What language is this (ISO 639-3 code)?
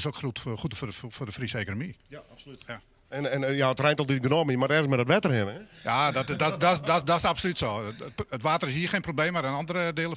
fry